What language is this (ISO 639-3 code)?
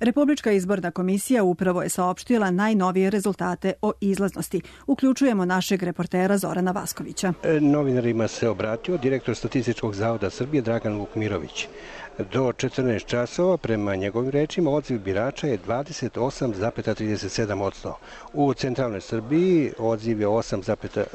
srp